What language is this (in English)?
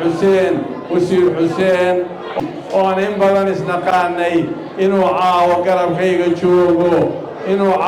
Somali